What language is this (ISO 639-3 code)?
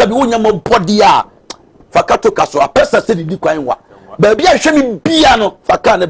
aka